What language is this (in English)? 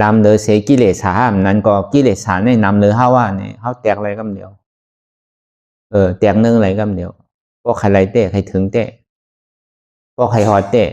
Shan